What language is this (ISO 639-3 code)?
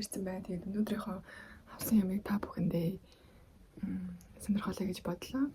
mon